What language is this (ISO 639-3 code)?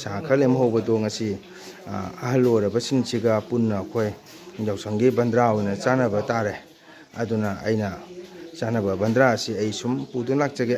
mni